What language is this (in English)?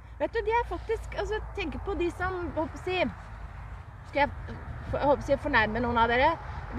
Norwegian